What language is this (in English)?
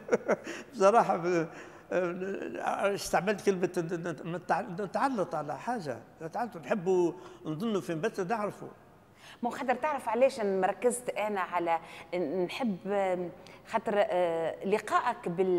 Tunisian Arabic